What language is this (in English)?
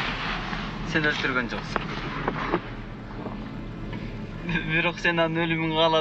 Kyrgyz